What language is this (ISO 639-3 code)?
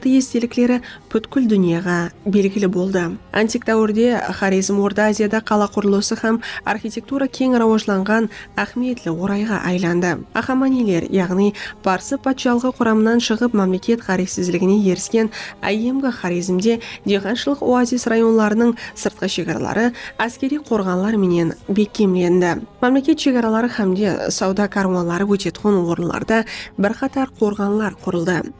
kaa